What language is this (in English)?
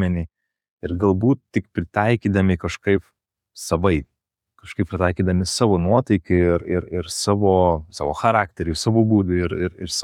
Lithuanian